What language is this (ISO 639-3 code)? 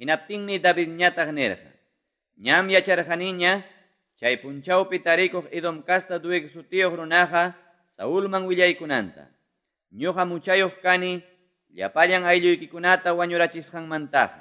que